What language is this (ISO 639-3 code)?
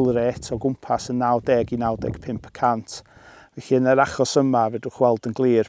cym